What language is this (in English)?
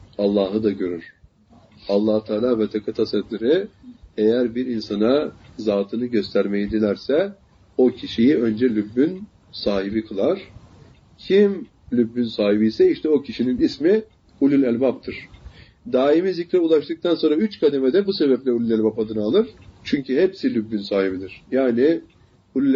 Turkish